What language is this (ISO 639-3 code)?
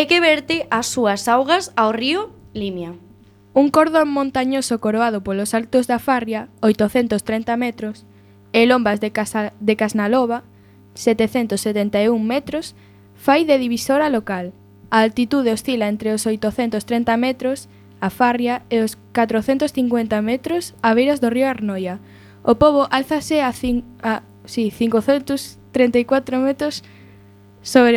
glg